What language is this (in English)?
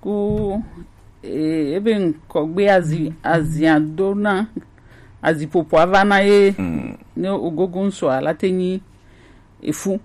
Gen